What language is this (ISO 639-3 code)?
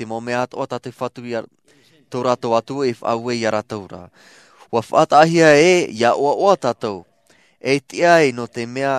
tah